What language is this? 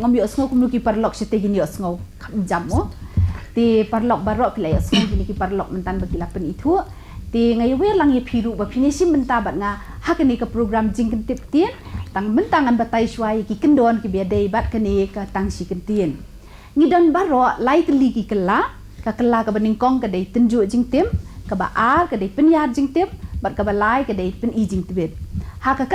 Khasi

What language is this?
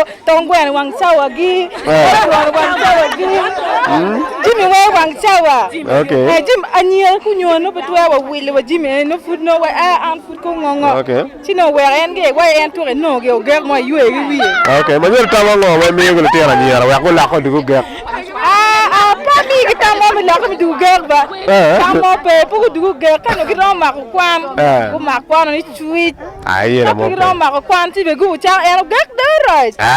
Acoli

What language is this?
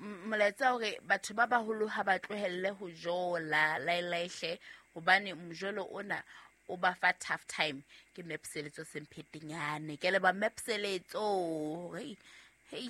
Southern Sotho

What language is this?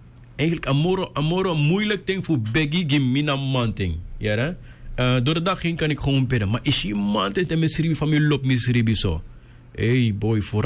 Dutch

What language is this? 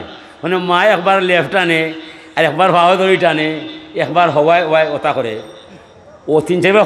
Sylheti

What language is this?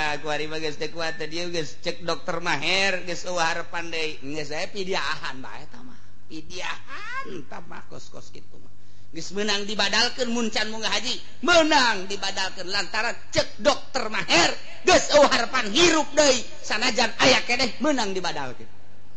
Sundanese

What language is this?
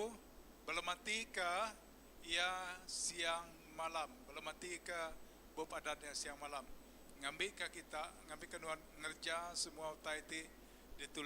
Iban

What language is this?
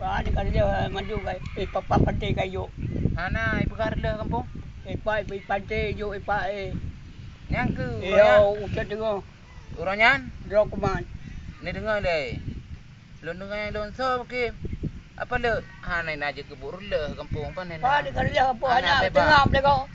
Achinese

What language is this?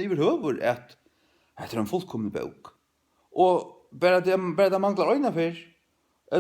Faroese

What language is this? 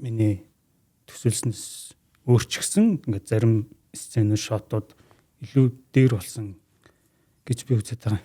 Mongolian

